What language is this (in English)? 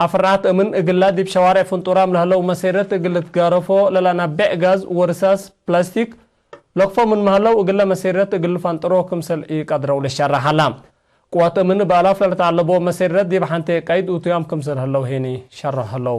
Tigre